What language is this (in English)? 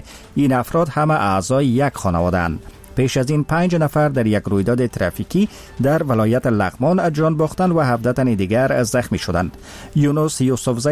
Persian